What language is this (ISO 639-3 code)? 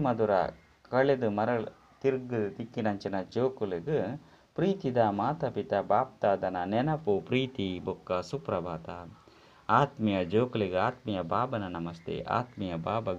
tcy